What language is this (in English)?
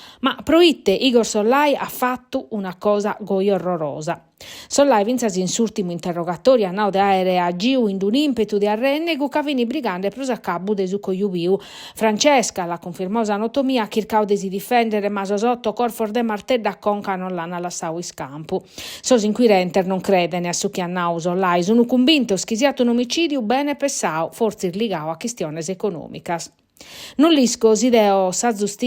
Sardinian